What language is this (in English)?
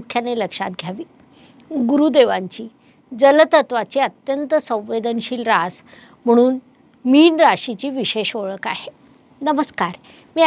Marathi